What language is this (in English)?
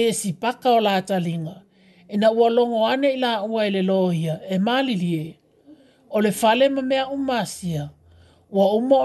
Samoan